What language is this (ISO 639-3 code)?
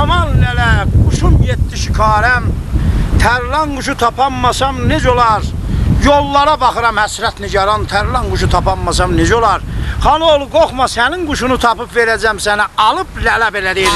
azb